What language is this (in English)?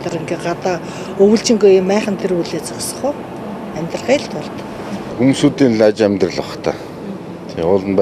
Mongolian